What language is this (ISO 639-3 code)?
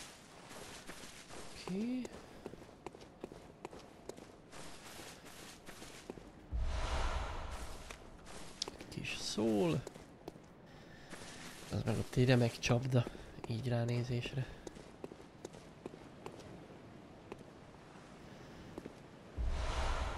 hun